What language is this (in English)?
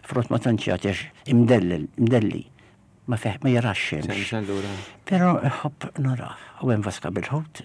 Maltese